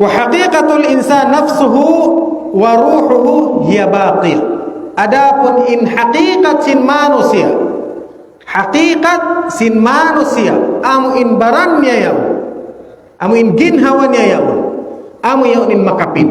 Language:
Tausug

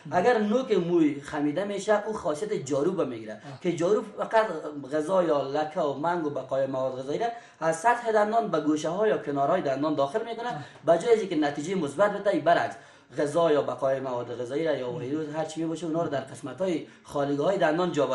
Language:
Persian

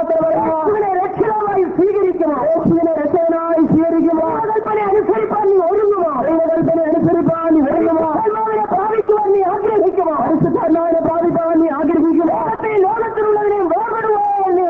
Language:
Malayalam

